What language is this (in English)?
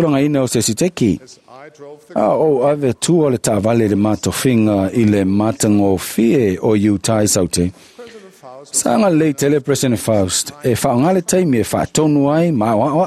Samoan